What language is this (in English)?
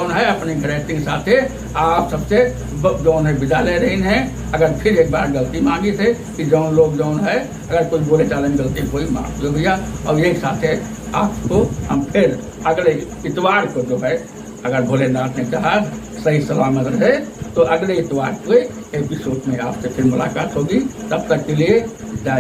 Awadhi